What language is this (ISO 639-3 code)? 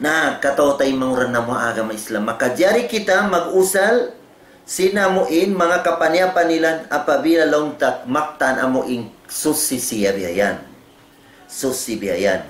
tsg